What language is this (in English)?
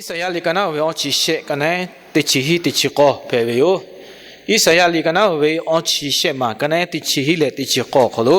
Lahu